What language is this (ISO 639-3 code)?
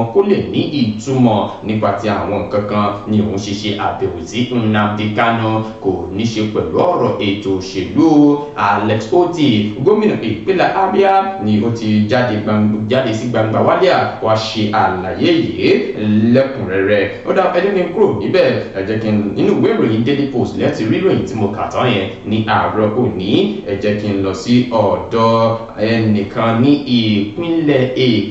yor